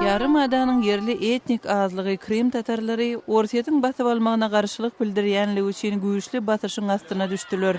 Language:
Turkmen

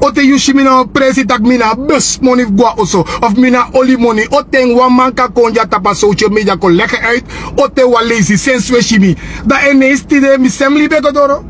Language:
Sranan Tongo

